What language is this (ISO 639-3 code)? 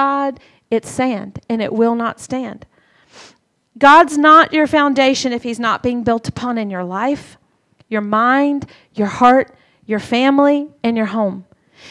eng